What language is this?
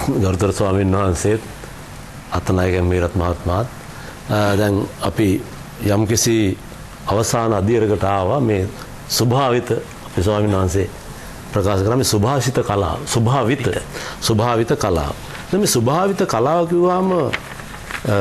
Sinhala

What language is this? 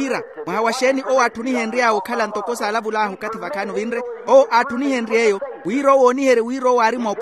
Makhuwa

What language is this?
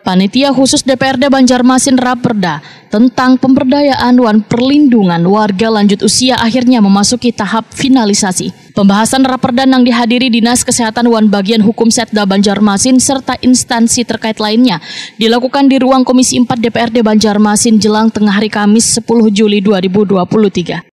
Banjar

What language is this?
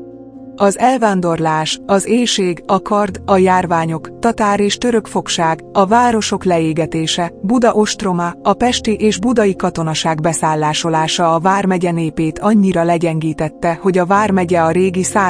Hungarian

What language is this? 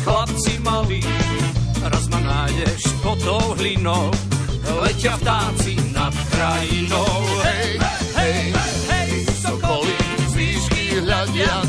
Slovak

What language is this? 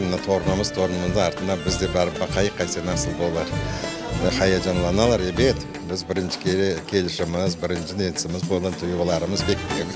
Crimean Tatar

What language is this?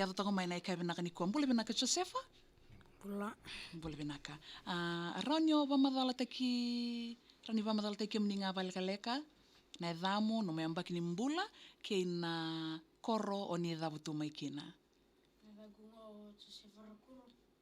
Fijian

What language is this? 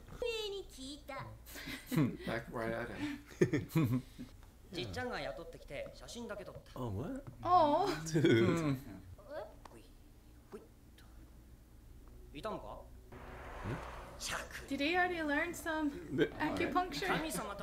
English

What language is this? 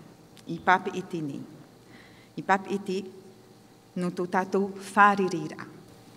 Tahitian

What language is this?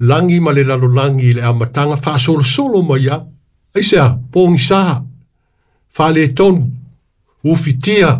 Samoan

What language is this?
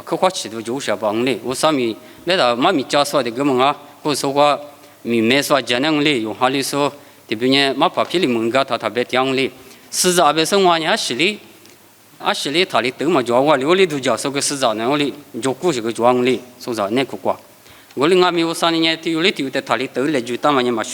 Lisu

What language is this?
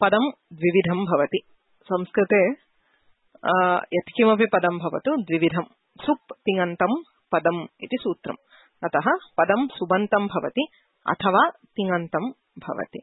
Sanskrit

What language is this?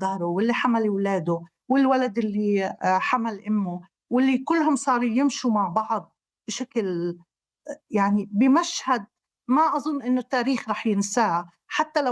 North Levantine Arabic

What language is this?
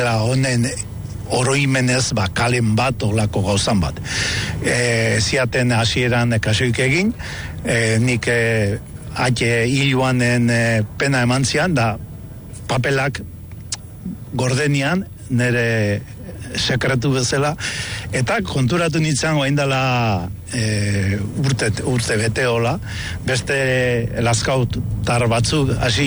Basque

